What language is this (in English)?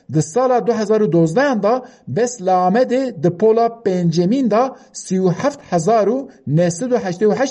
Kurdish